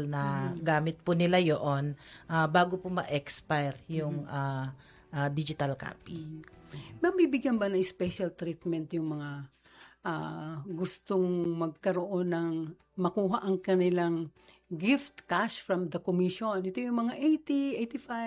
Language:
Filipino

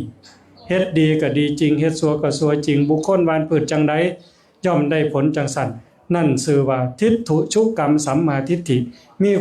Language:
Northeastern Thai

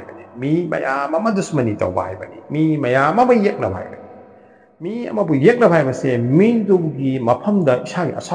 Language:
Manipuri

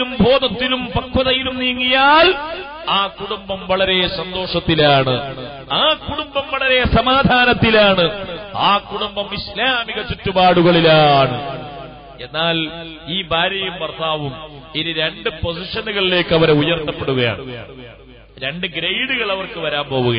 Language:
Malayalam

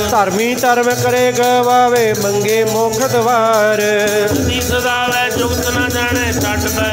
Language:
Punjabi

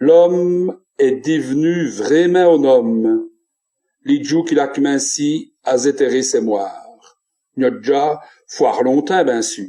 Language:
Walloon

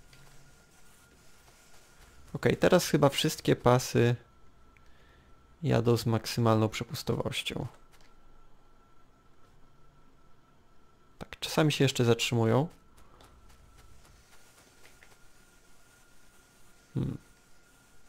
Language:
Polish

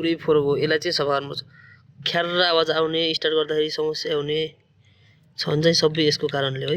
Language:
Nepali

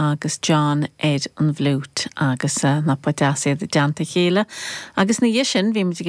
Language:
Irish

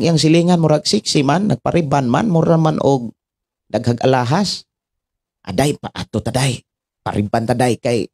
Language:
Cebuano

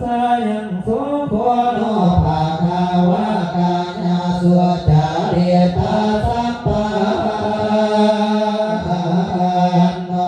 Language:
Pali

